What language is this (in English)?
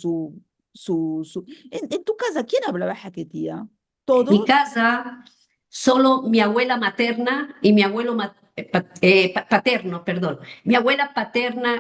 Ladino